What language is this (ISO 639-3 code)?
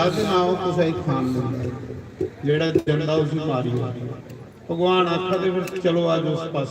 doi